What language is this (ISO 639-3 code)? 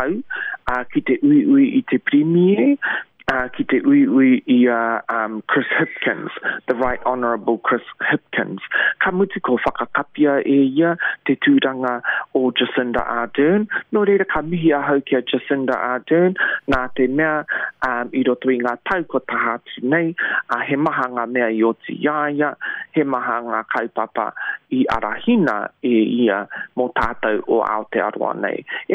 mri